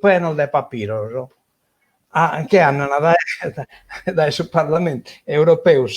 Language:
Sardinian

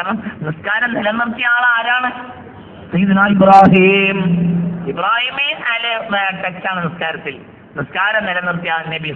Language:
Malayalam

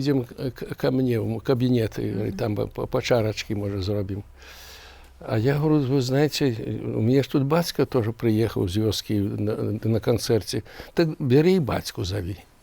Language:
Belarusian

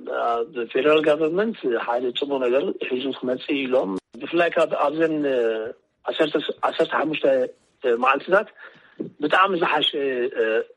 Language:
Tigrinya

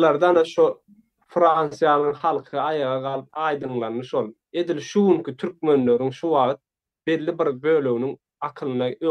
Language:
Turkmen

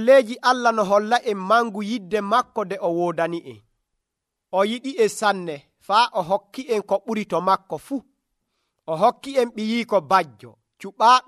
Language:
Nigerian Fulfulde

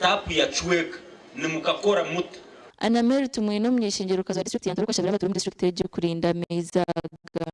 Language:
Nyankole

